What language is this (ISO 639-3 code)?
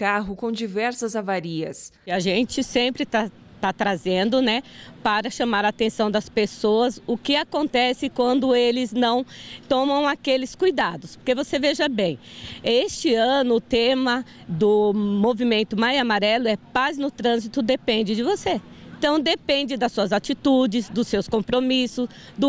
por